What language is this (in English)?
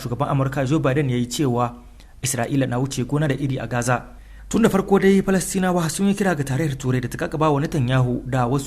Hausa